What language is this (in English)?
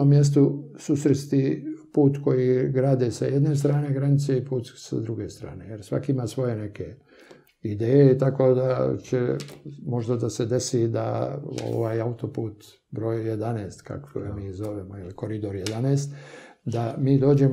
Serbian